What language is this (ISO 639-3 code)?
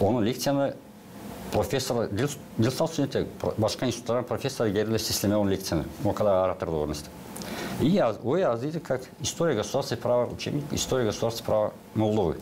gag